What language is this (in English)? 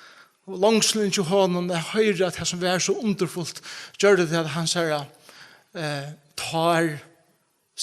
Faroese